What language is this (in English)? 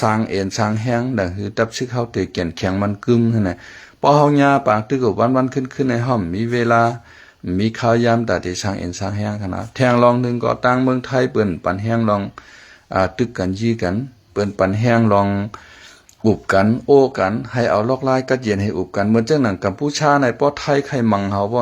Shan